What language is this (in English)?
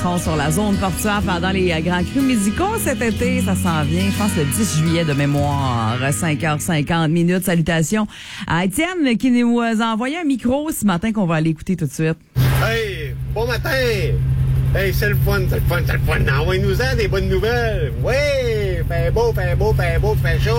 French